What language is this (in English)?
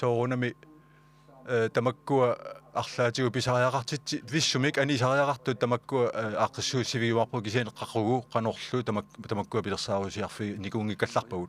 Kalaallisut